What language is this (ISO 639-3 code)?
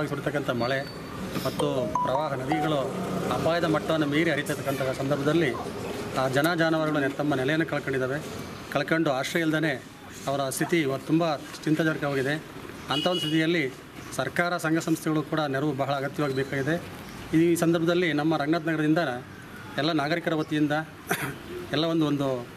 kan